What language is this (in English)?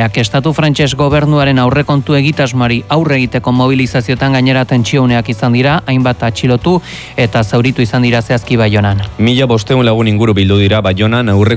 Basque